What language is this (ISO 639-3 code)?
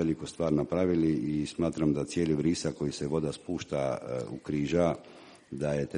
hrv